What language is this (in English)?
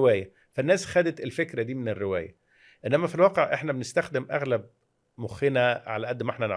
Egyptian Arabic